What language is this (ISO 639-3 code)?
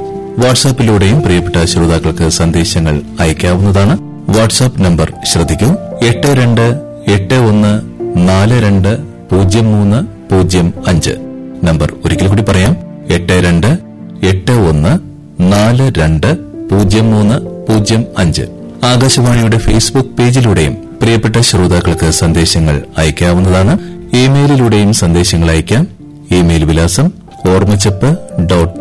mal